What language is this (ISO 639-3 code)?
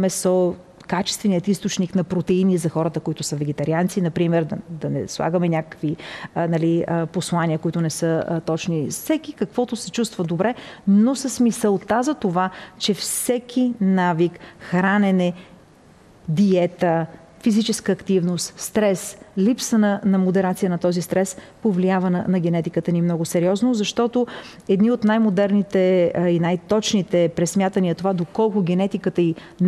bul